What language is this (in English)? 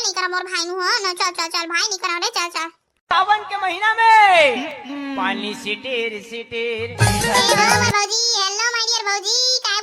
Chhattisgarhi